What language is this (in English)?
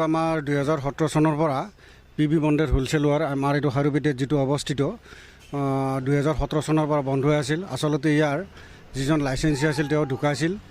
Assamese